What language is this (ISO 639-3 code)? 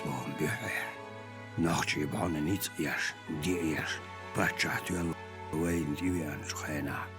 che